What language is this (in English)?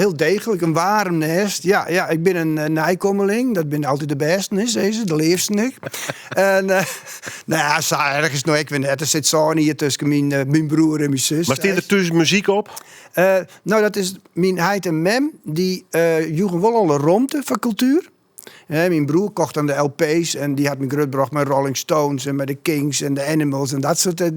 Western Frisian